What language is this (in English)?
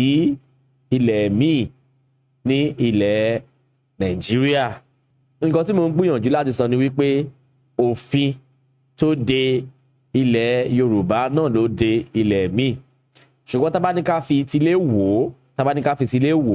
Yoruba